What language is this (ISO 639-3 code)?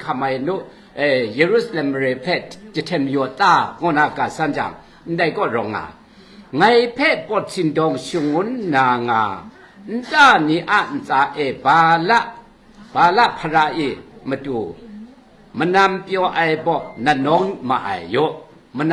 kac